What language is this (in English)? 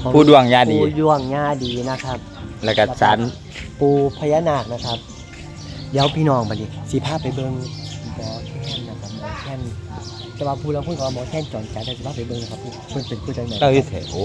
Northeastern Thai